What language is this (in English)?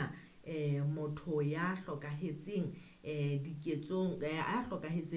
Southern Sotho